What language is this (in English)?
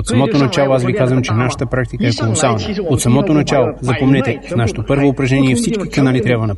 Bulgarian